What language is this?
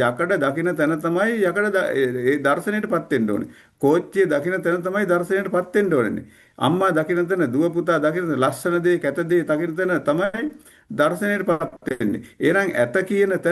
Sinhala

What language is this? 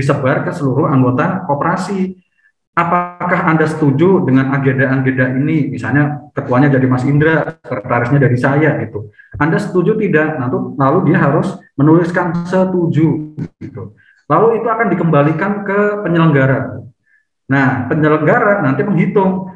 Indonesian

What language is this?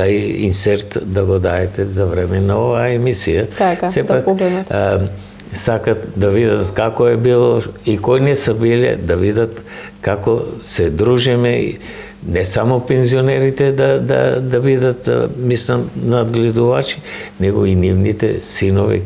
Macedonian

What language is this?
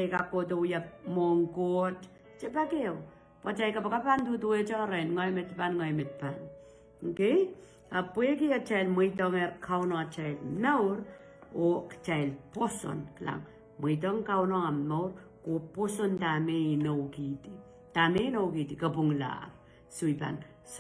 Pohnpeian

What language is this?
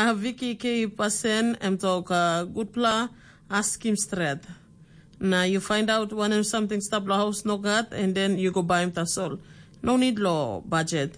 Tok Pisin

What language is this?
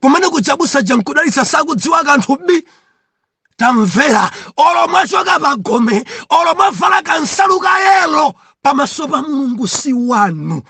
Nyanja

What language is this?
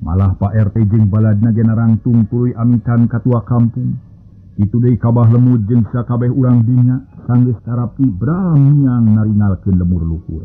Sundanese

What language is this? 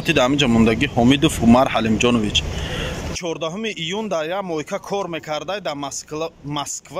Tajik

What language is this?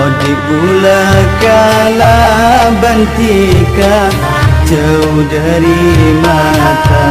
Madurese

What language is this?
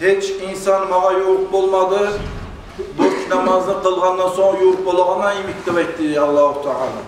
Kumyk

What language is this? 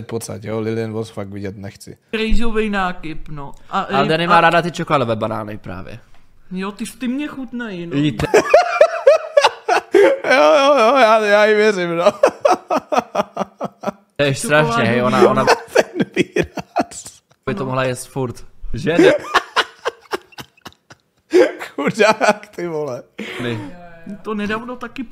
Czech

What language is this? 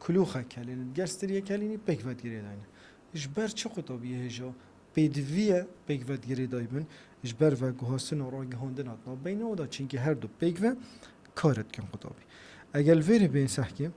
Kurdish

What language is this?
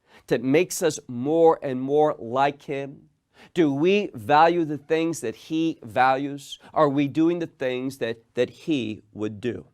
English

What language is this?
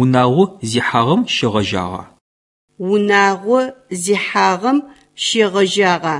Adyghe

